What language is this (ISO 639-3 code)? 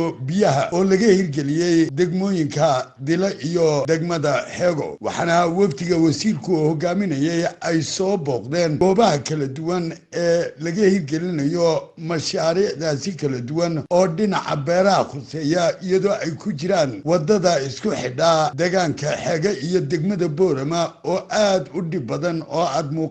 som